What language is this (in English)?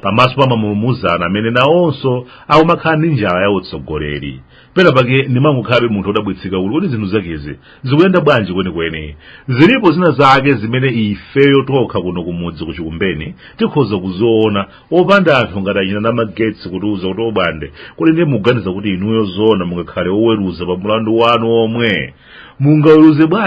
Nyanja